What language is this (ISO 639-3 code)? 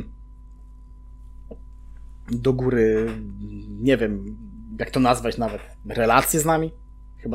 pol